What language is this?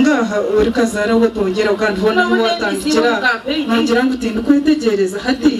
Nyankole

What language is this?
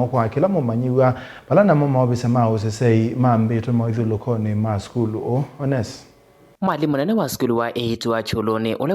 Kamba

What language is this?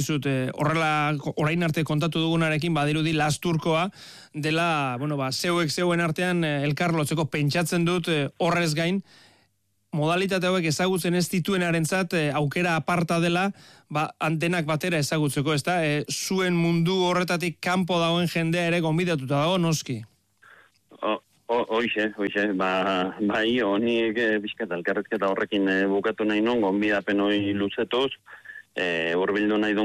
Basque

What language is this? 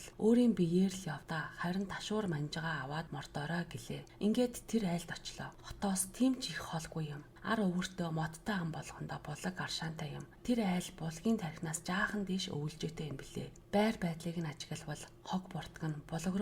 Mongolian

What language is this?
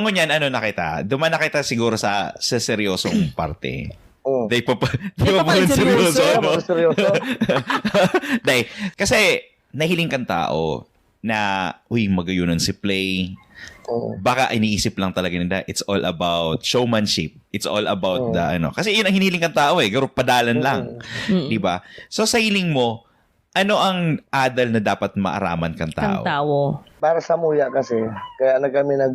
Bikol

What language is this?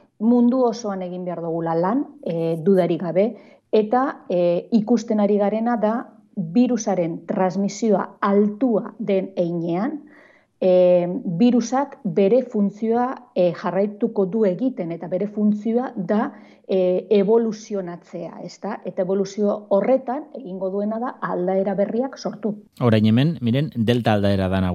Basque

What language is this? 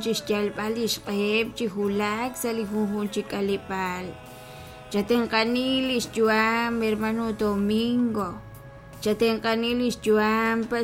Kekchí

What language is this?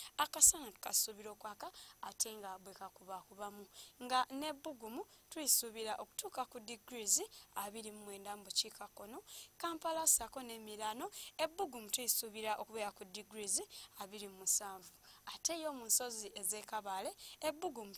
Ganda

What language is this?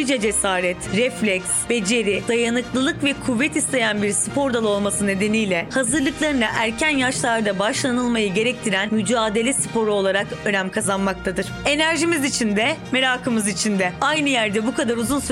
Turkish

